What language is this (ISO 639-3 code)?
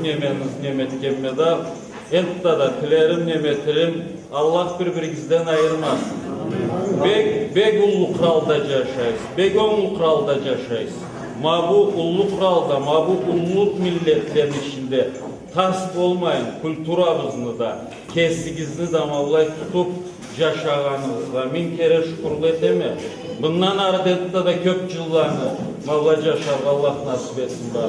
krc